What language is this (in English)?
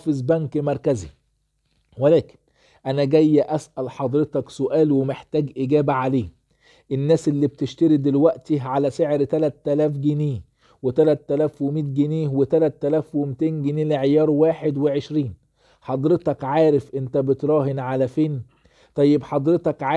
Egyptian Arabic